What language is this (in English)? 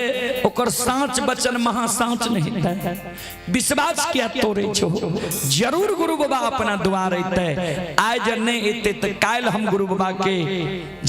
Maithili